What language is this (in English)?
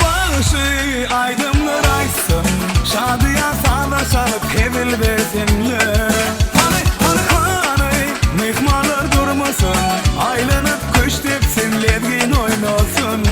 Turkmen